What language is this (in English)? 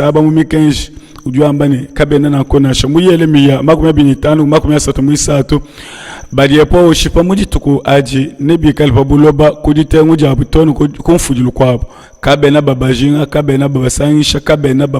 Luba-Lulua